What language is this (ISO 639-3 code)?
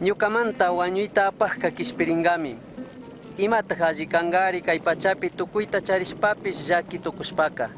qug